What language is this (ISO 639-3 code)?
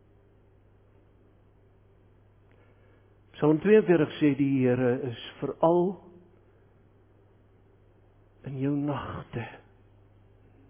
afr